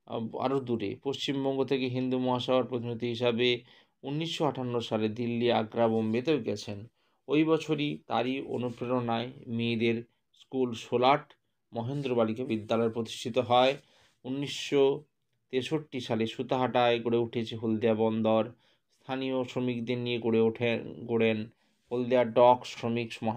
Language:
Bangla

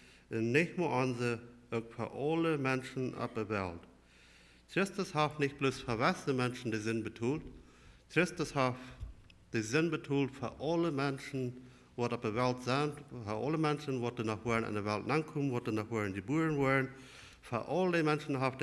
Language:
Plautdietsch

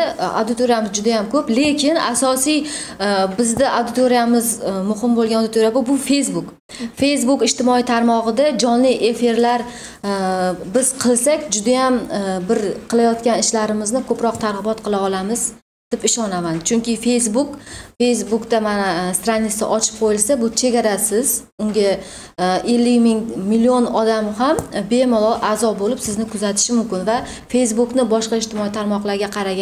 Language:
Uzbek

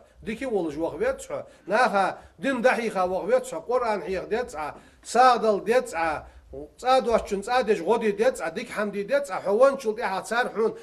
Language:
Ingush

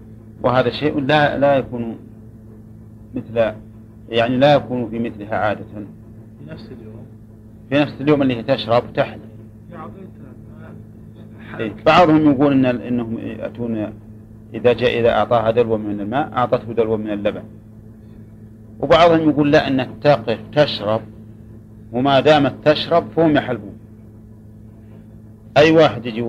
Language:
Arabic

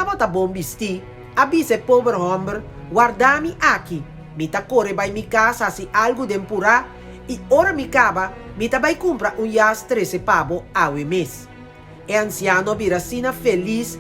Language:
Papiamento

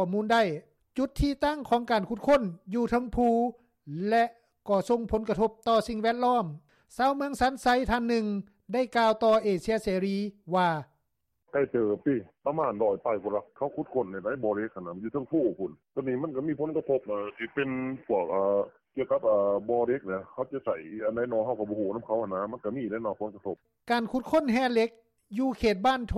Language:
Lao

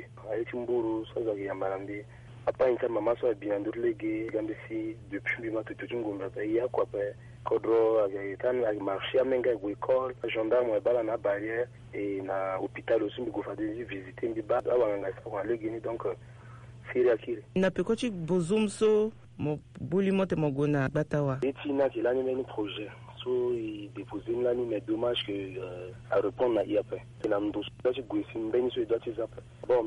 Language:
Sango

